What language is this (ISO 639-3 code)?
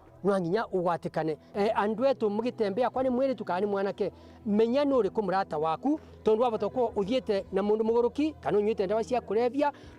mer